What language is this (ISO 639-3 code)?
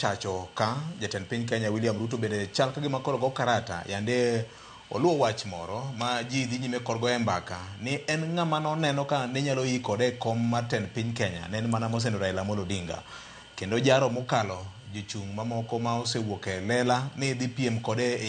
luo